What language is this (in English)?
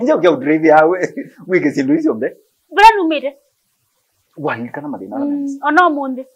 Kamba